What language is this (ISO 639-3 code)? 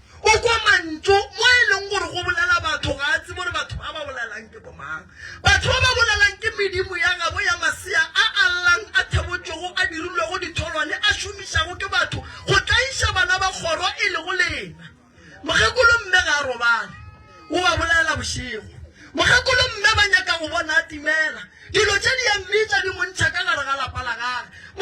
nso